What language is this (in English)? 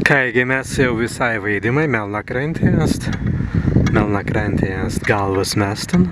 Prussian